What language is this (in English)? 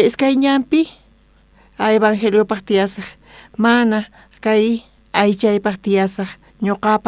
South Bolivian Quechua